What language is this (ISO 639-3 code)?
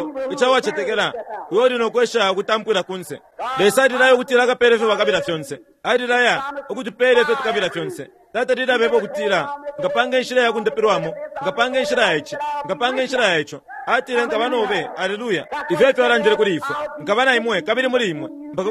bem